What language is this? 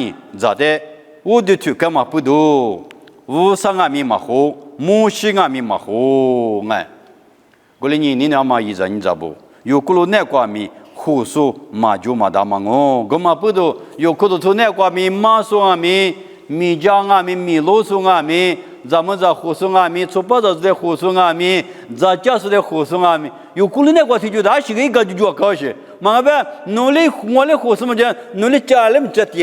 Lisu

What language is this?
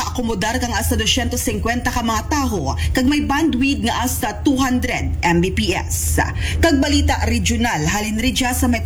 Aklanon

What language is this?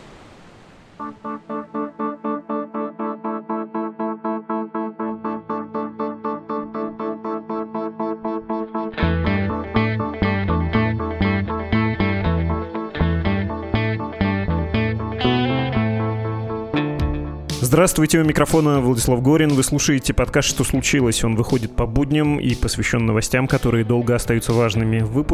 Russian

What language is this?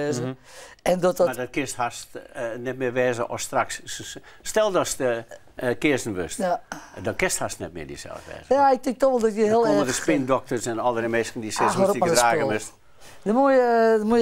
Western Frisian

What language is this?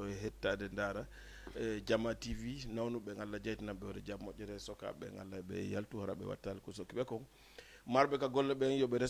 Fula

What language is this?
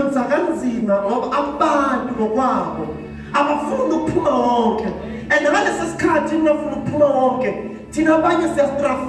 Zulu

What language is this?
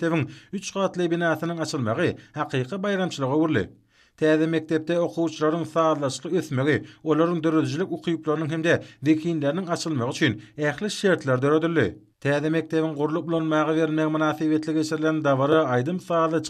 Turkmen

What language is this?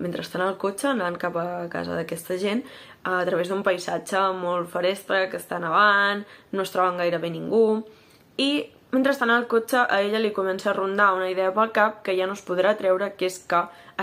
Catalan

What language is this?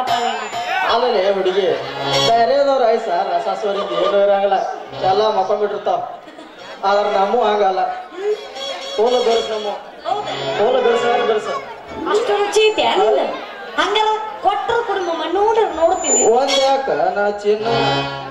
Kannada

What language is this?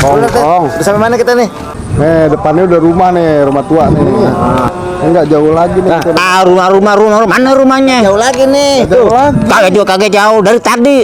Betawi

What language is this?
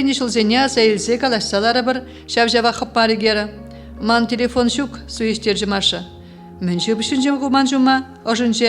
Chuvash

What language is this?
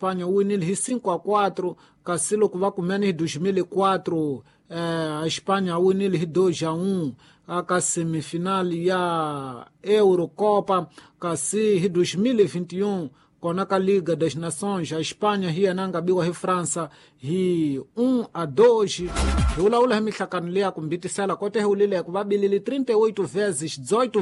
Tsonga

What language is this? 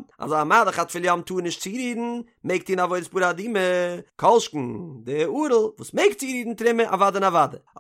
Yiddish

